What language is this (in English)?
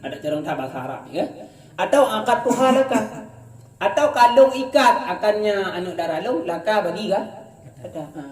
Achinese